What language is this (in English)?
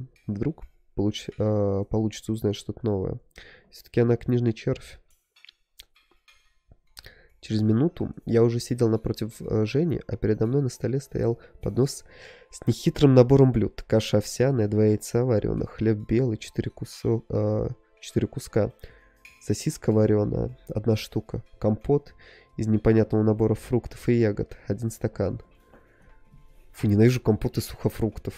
Russian